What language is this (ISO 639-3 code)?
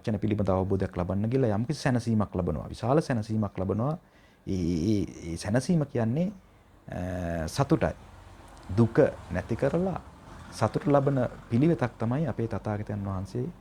sin